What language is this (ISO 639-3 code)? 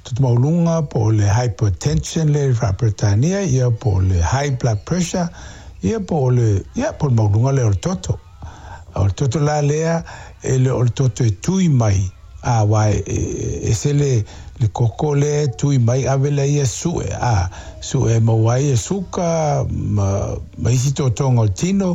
smo